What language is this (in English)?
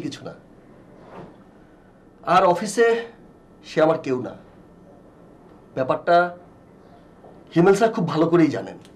Bangla